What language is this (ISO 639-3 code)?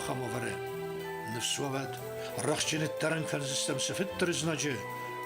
oss